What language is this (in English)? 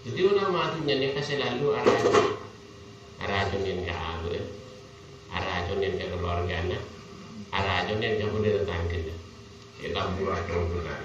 Madurese